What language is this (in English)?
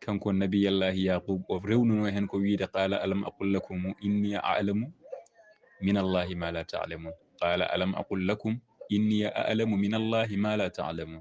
Fula